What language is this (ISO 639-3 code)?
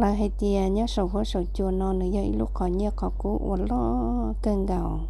hmn